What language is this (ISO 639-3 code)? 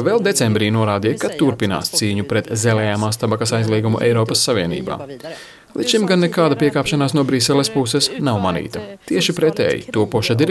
lav